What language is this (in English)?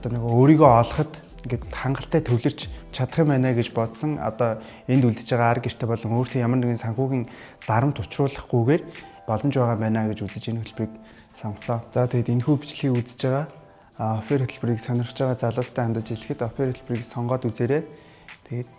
Mongolian